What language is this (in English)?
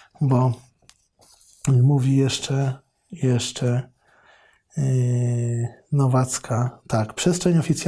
Polish